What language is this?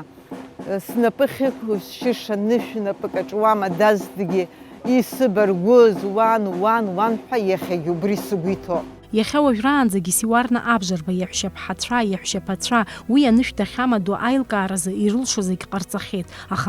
Abkhazian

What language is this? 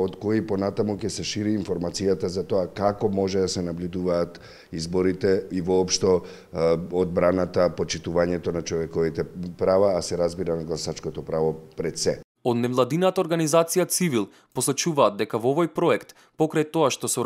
Macedonian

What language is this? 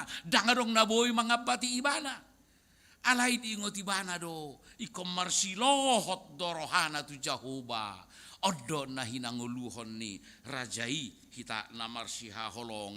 Batak Toba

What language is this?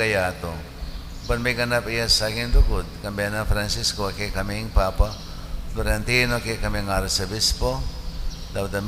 Pampanga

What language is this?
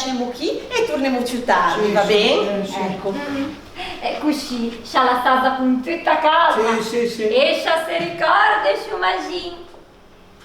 Ligurian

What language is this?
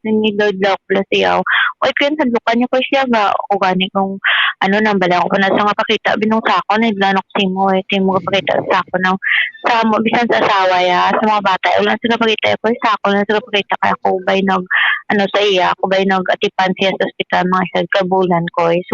Hiligaynon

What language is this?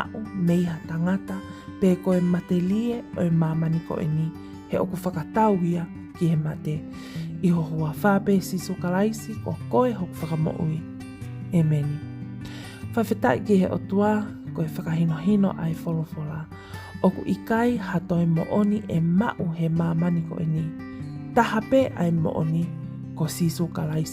Tongan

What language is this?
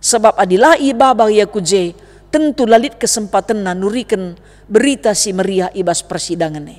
Batak Karo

